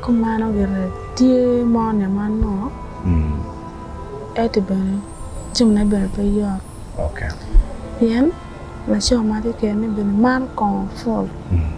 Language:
Acoli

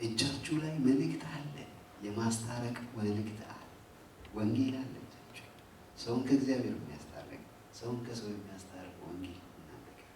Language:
Amharic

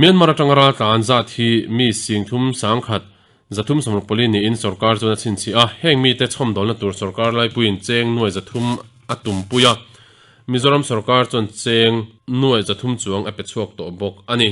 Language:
Mizo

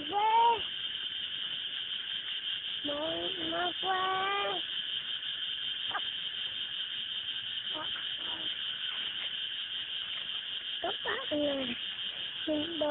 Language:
Vietnamese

